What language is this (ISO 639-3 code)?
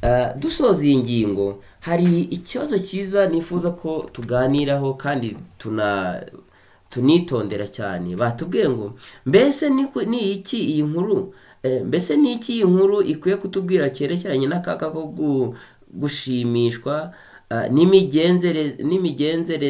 kin